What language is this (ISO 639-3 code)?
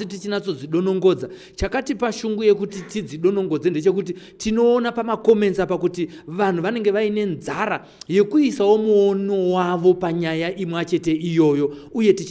sna